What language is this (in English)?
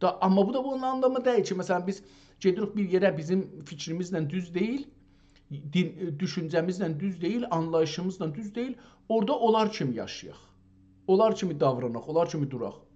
South Azerbaijani